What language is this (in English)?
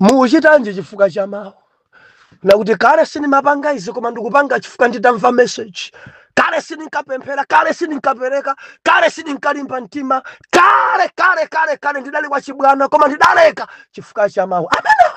Nyanja